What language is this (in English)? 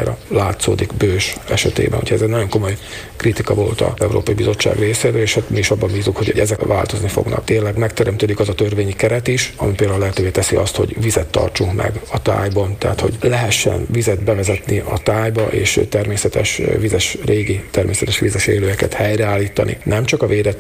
Hungarian